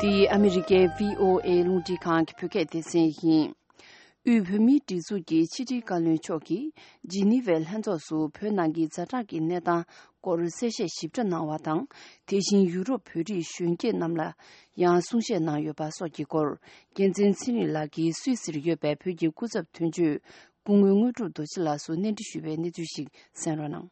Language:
Tibetan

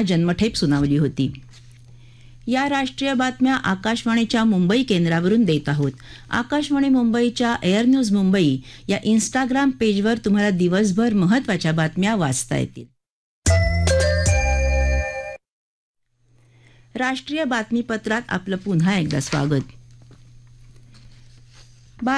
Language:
Marathi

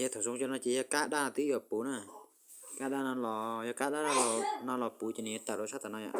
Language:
Hmong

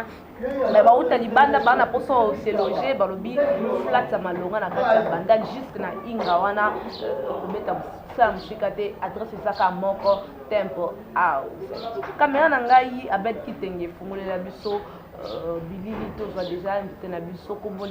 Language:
Lingala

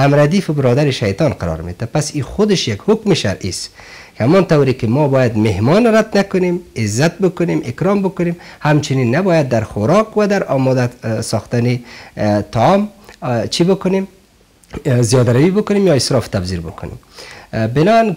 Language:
Persian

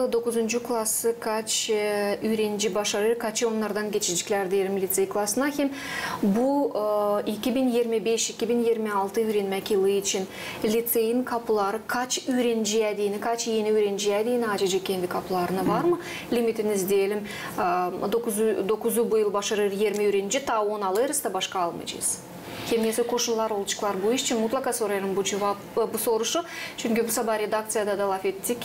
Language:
Gagauz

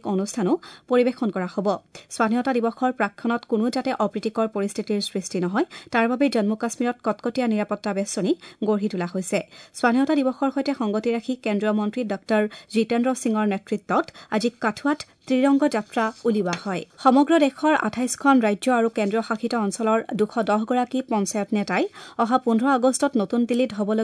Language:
Assamese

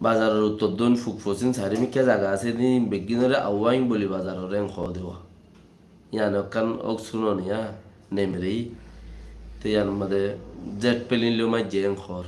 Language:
Rohingya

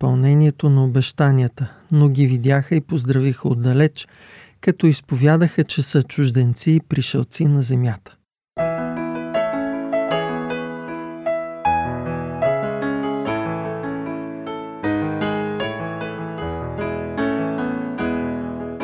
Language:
Bulgarian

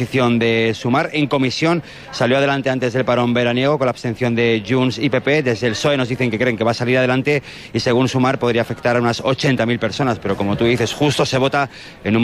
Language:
Spanish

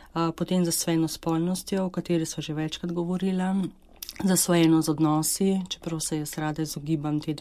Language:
Slovenian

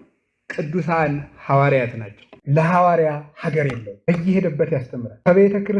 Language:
Amharic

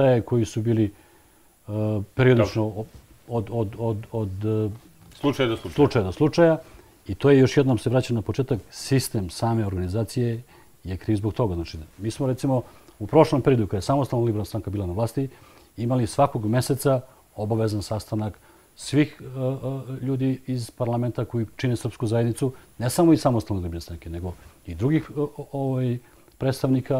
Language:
Serbian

